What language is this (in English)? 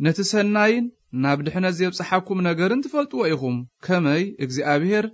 Tigrinya